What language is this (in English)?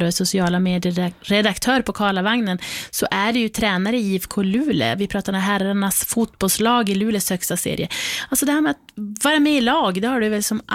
Swedish